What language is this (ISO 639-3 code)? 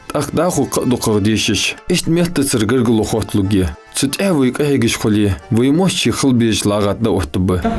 inh